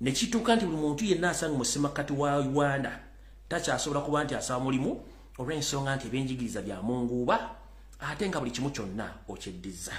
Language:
Ganda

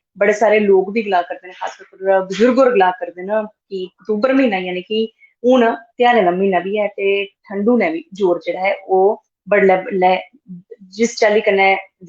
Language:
Dogri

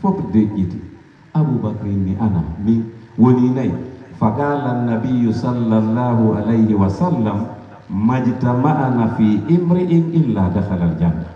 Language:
Pular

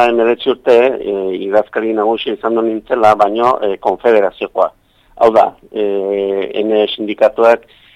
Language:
Basque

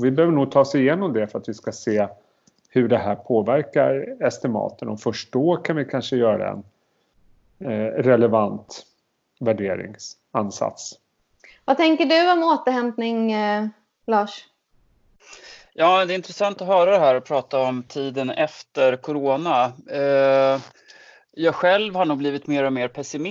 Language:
Swedish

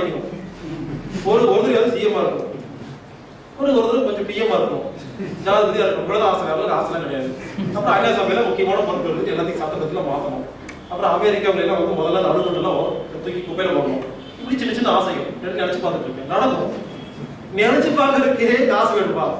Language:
Tamil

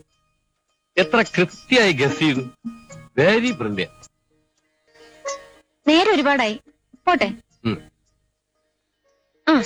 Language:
Malayalam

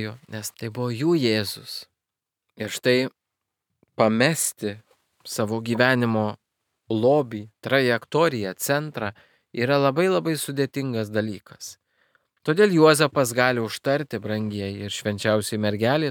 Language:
Lithuanian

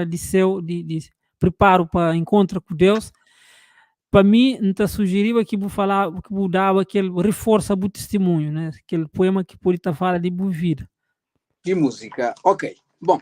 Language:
Kabuverdianu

